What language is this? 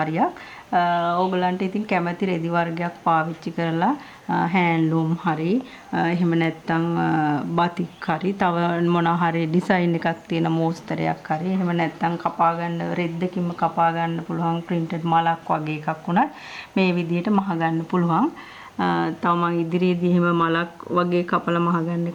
Sinhala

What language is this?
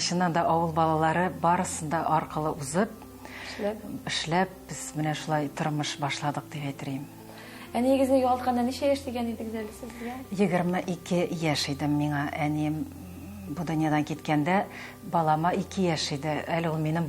Tatar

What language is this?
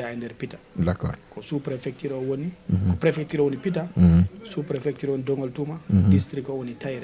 Fula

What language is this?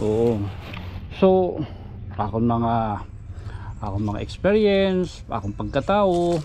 Waray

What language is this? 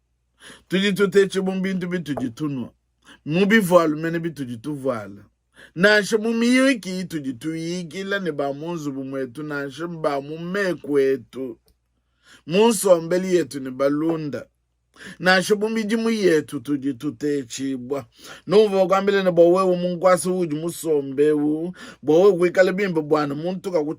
Luba-Lulua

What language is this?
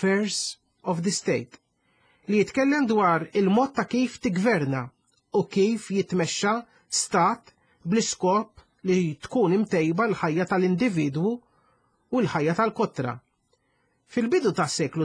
Maltese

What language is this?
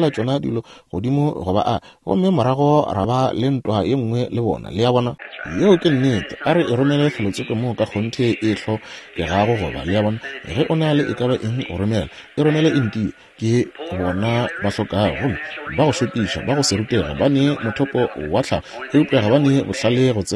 Northern Sotho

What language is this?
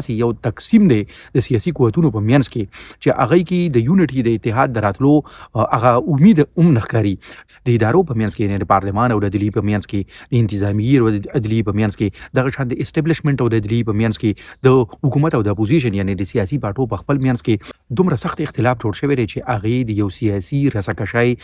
Pashto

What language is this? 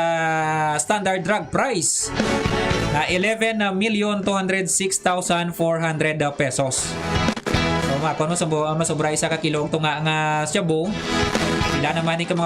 Hiligaynon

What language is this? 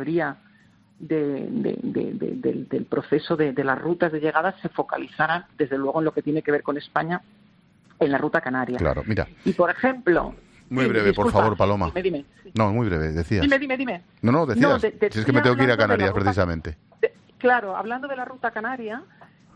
Spanish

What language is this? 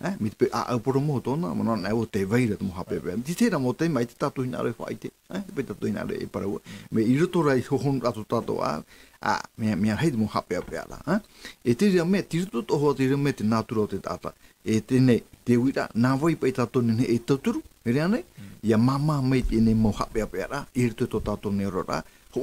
Tahitian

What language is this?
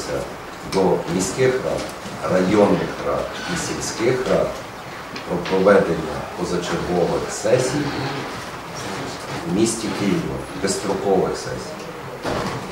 Ukrainian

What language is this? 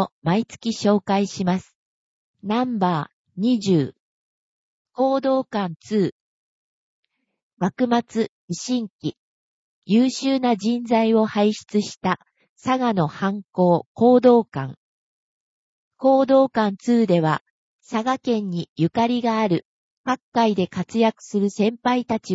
Japanese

